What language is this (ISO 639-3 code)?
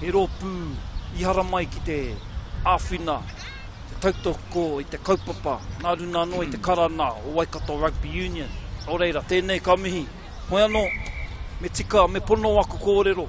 mri